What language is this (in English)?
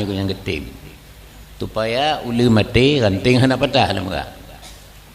Achinese